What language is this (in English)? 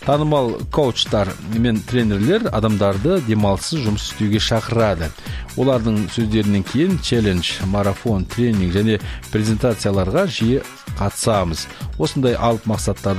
Kazakh